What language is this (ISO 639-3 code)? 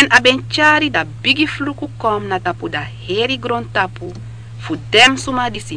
srn